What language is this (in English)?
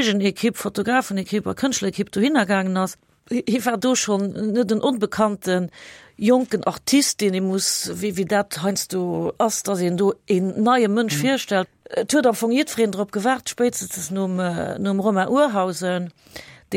Luxembourgish